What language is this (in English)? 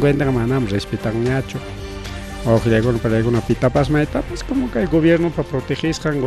Ayacucho Quechua